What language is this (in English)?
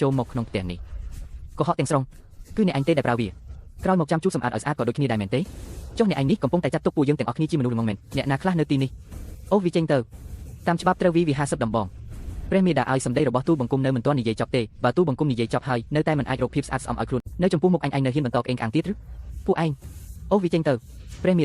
Khmer